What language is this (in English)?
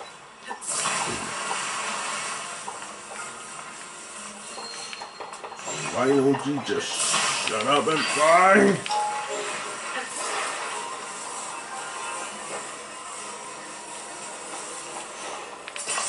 English